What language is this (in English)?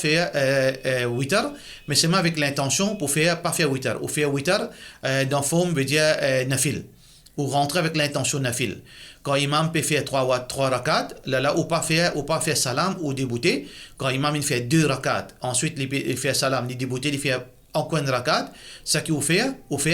Morisyen